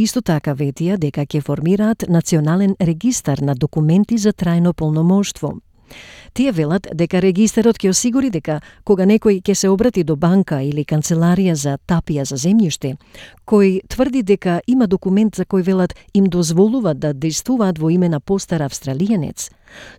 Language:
Macedonian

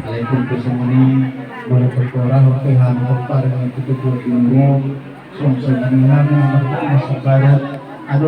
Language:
Batak Toba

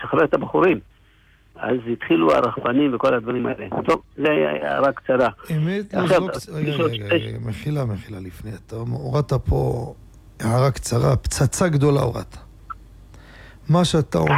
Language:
Hebrew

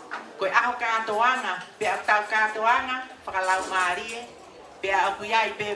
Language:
Tongan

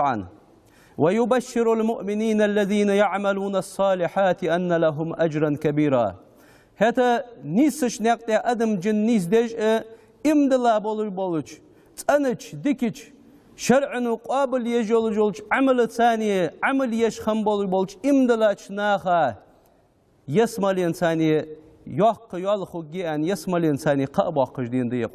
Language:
Ingush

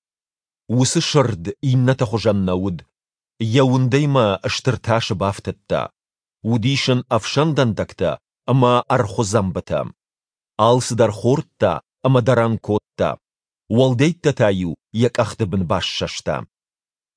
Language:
Ossetic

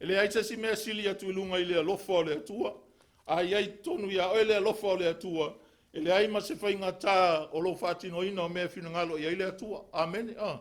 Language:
Samoan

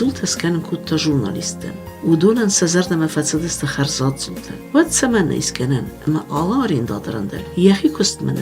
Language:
Ossetic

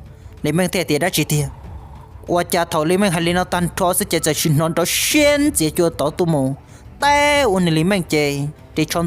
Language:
Hmong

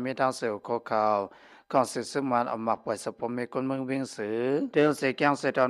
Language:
Shan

